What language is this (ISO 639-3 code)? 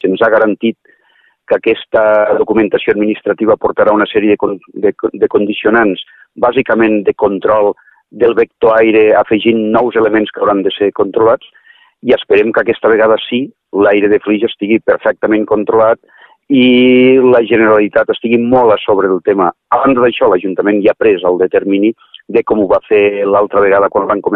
cat